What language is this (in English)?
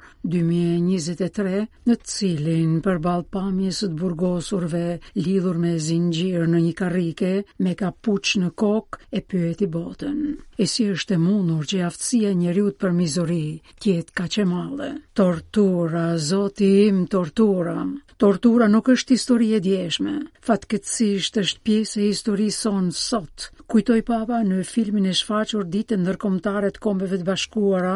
Albanian